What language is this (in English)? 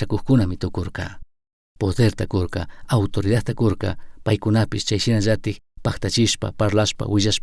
Chimborazo Highland Quichua